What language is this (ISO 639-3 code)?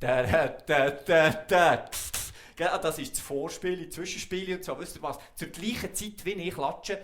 gsw